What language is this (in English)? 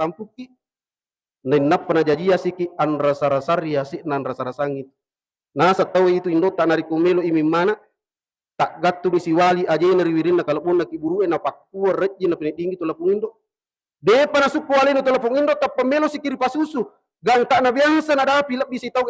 Buginese